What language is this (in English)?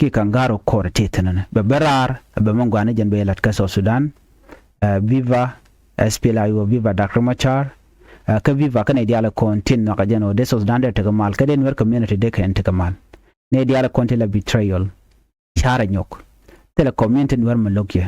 Nuer